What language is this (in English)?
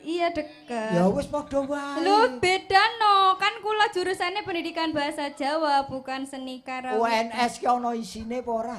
Javanese